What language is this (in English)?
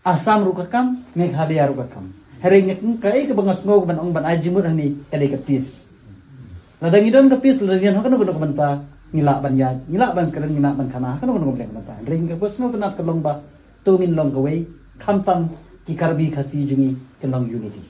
Karbi